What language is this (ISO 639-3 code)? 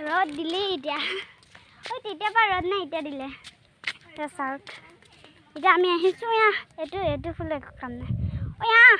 asm